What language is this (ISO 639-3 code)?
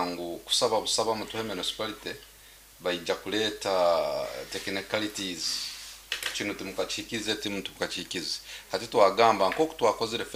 nyn